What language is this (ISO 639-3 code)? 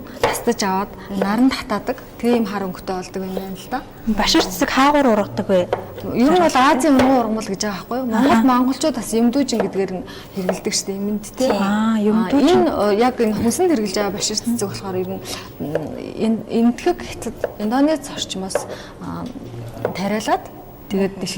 mon